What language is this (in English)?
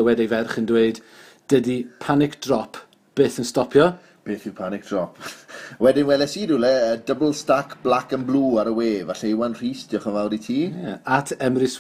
Welsh